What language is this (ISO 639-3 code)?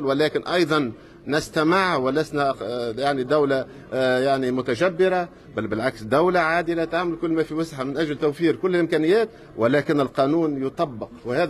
aeb